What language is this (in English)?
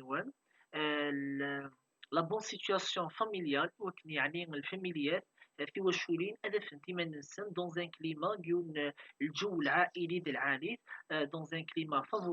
Kabyle